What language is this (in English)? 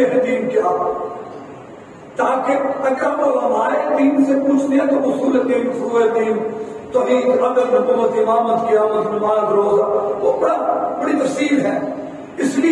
Urdu